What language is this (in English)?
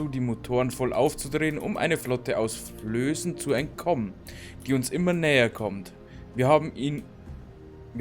Bavarian